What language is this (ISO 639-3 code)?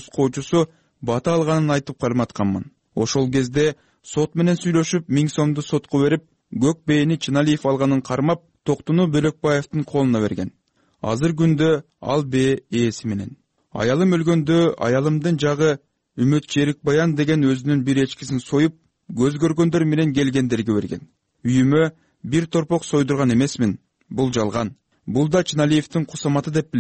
kir